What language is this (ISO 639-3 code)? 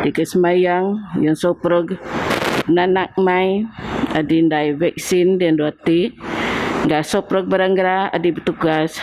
bth